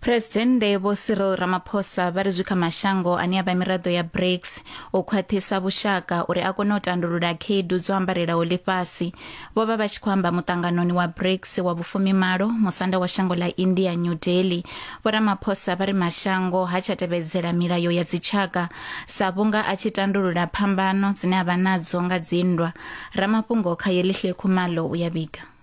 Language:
Venda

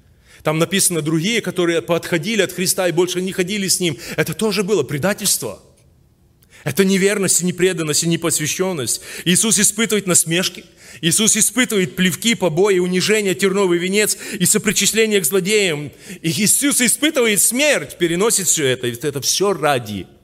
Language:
Russian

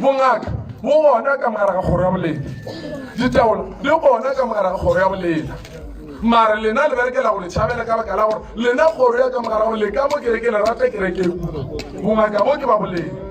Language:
Northern Sotho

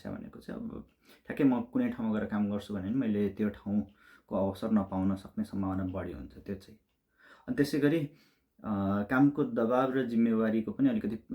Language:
Nepali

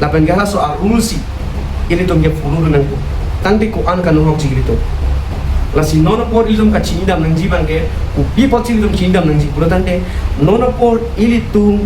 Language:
Karbi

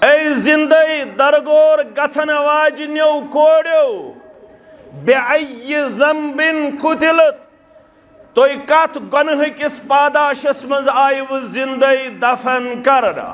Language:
Kashmiri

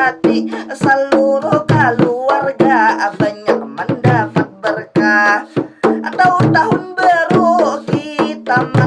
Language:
Banjar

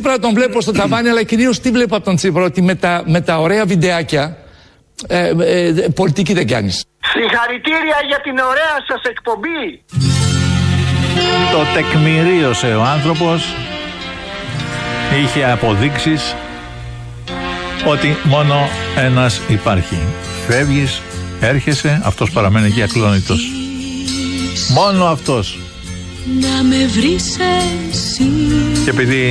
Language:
Greek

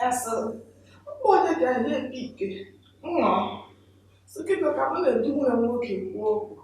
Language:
Igbo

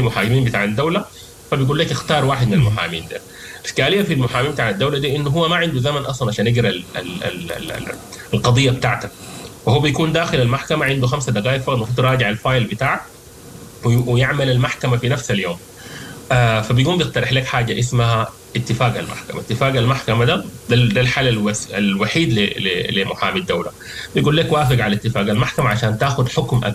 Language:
Sudanese Arabic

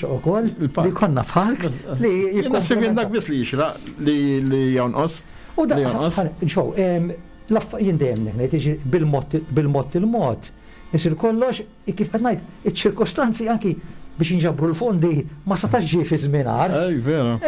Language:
Maltese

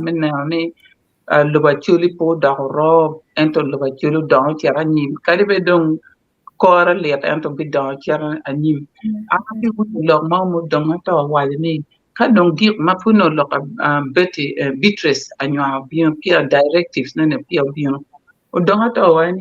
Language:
Acoli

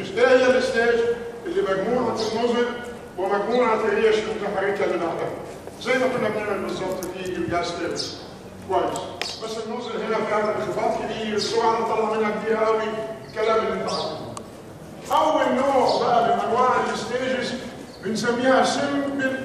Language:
Egyptian Arabic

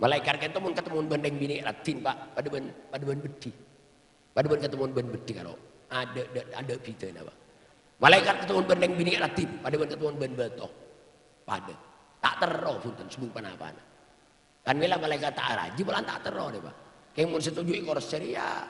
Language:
Madurese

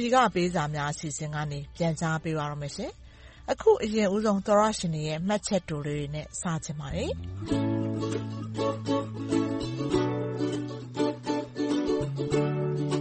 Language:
Burmese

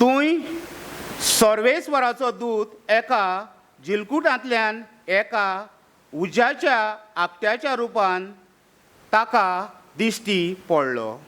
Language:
Konkani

